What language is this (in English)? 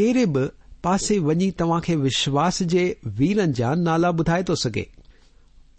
Sindhi